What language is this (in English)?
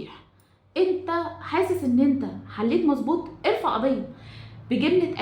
Egyptian Arabic